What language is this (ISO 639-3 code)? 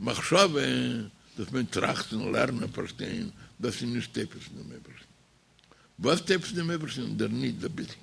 yid